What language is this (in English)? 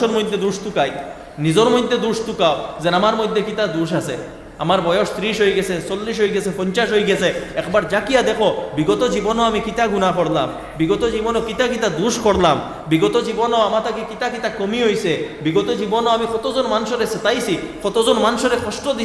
Sylheti